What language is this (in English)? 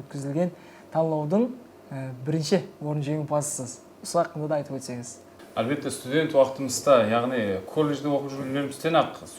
Kara-Kalpak